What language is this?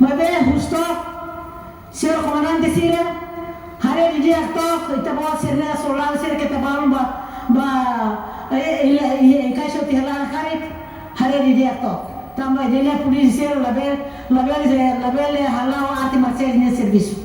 Tetum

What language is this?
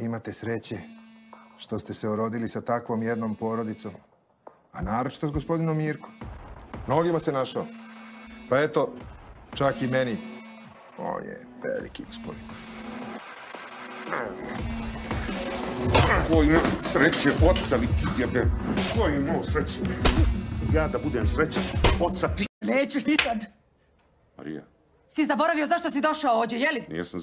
Serbian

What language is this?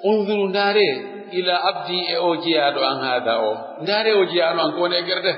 Pular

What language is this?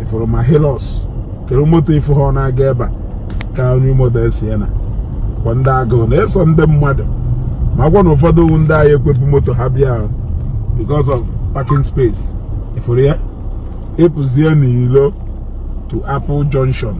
Igbo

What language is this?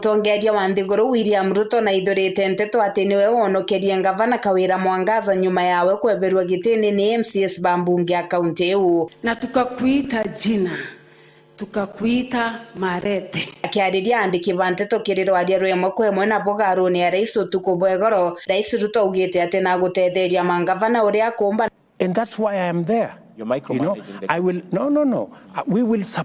Meru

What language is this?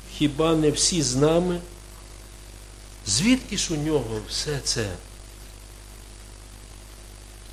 Ukrainian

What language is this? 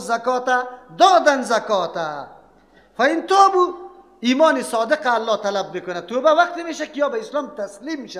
Persian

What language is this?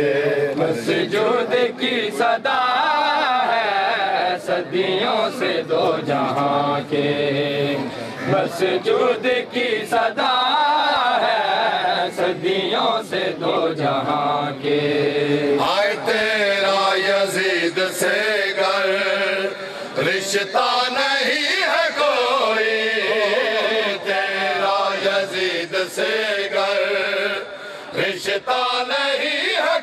Urdu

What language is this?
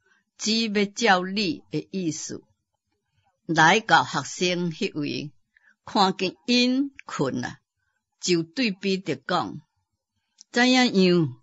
Min Nan Chinese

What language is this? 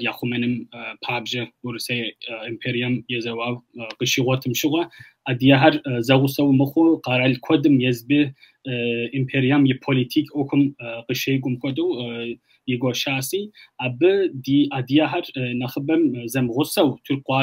Kabardian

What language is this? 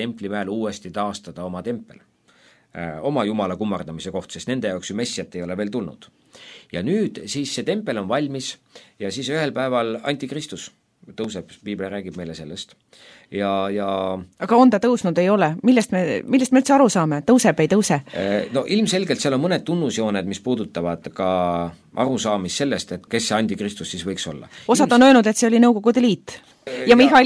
Estonian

